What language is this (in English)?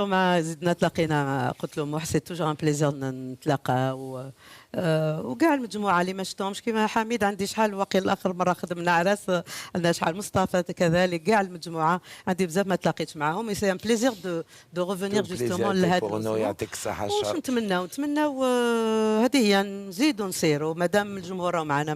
Algerian Arabic